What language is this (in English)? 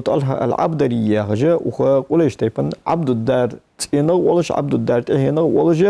Ingush